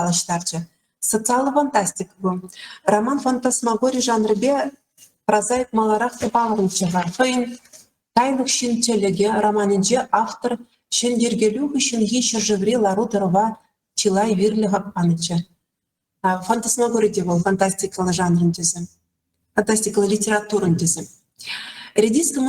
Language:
Chuvash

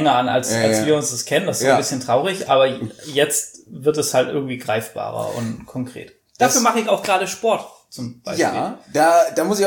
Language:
German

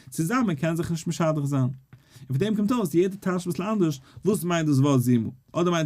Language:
Yiddish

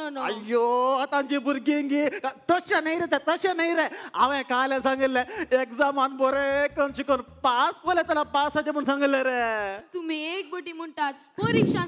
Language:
Konkani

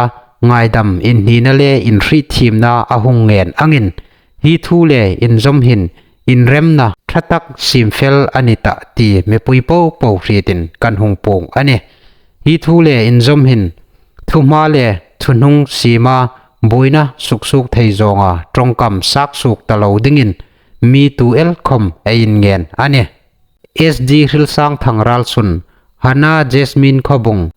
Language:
Hmar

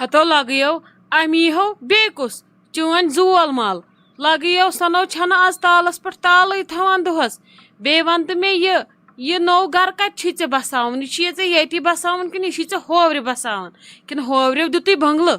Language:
Kashmiri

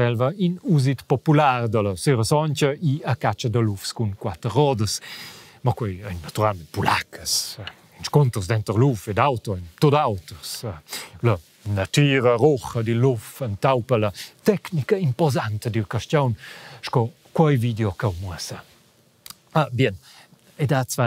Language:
Romansh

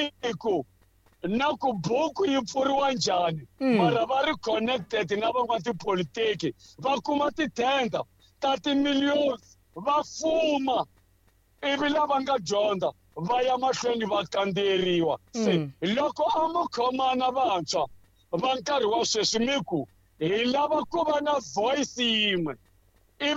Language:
Tsonga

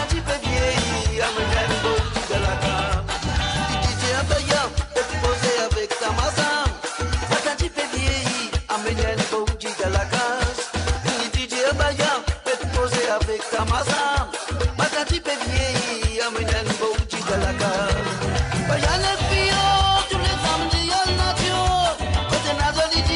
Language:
Morisyen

